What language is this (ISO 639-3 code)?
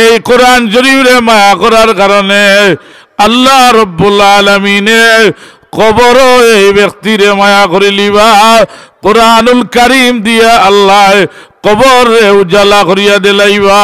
syl